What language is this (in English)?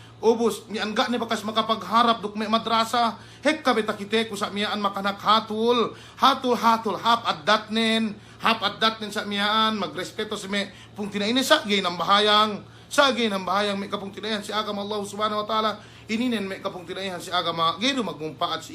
Yakan